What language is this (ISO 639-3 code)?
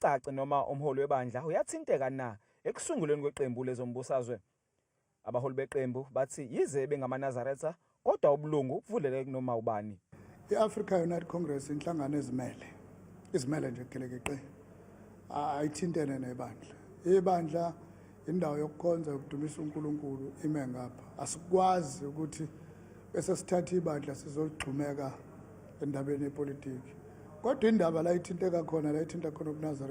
zul